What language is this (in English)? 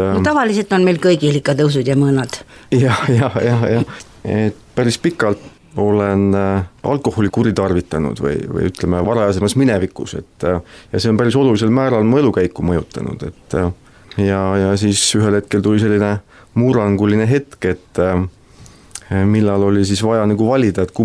Estonian